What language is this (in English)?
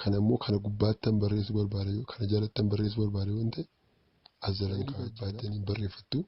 Oromo